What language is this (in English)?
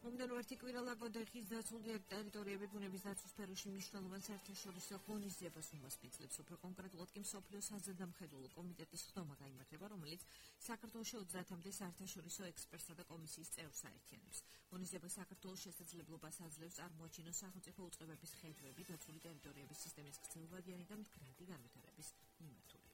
Georgian